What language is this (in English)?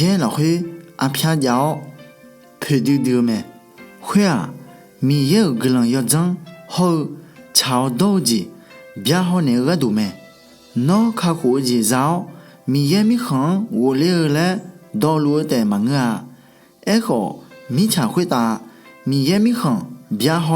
Akha